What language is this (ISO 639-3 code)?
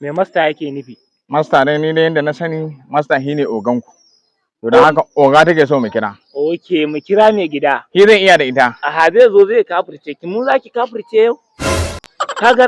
hau